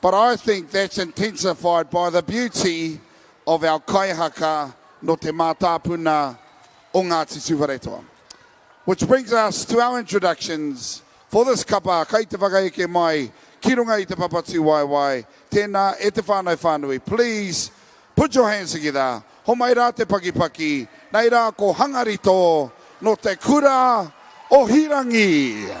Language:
Māori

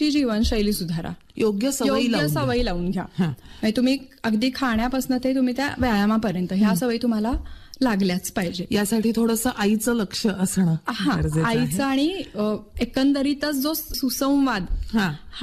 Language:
Marathi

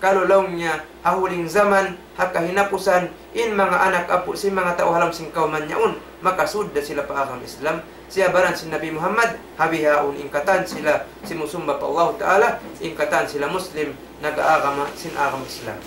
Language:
Tausug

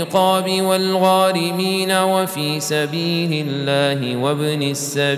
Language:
Arabic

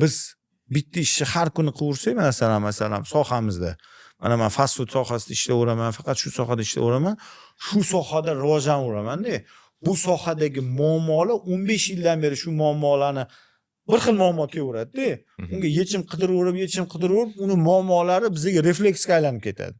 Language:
Uzbek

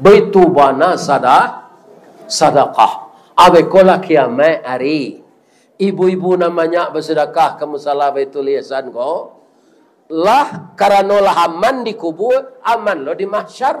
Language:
Minangkabau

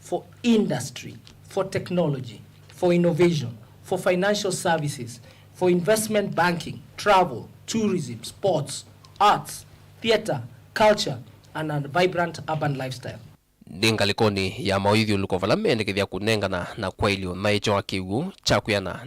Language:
Kamba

